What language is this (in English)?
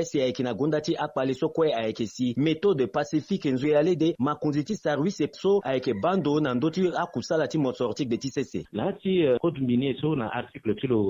Sango